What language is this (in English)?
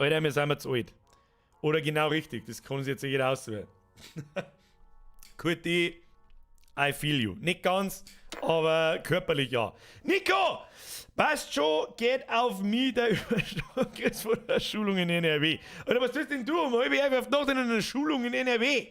Bavarian